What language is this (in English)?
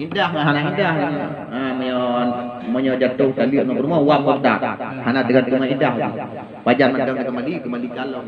Achinese